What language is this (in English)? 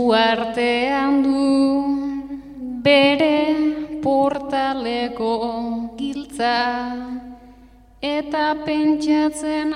Basque